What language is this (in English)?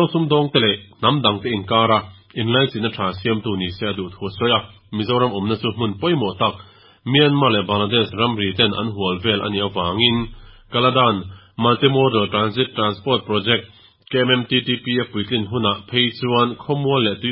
Mizo